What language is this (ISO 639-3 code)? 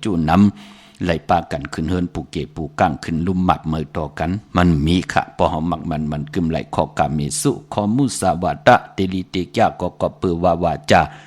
shn